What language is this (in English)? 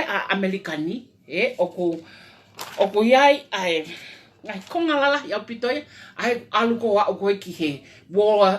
Tongan